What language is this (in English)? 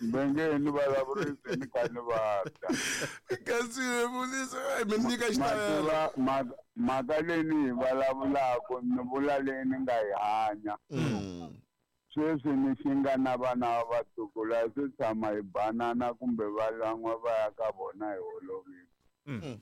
Tsonga